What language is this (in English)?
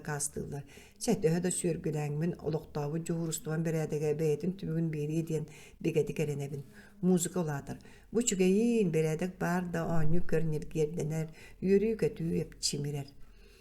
Yakut